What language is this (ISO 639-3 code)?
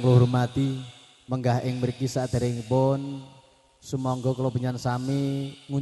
jav